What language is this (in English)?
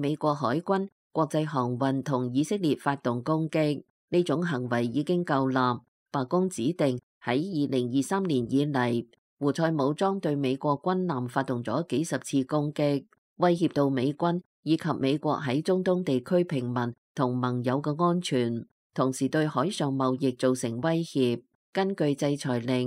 Cantonese